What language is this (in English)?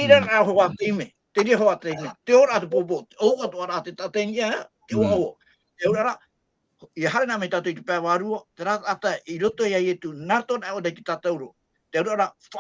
Tahitian